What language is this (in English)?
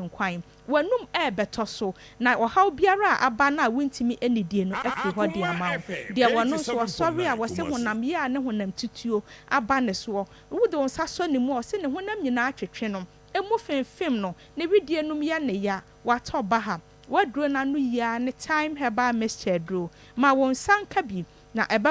Akan